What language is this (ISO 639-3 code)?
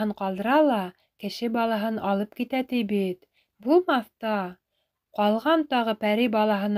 bak